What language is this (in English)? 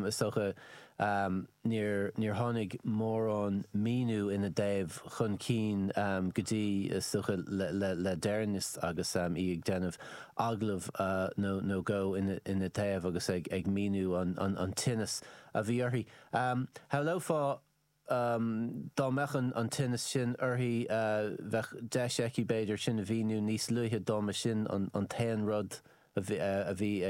Irish